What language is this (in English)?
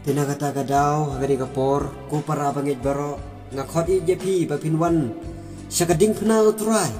Khasi